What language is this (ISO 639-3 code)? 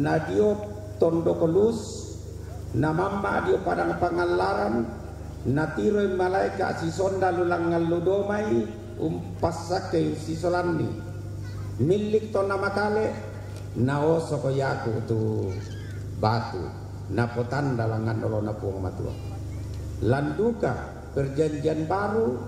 sda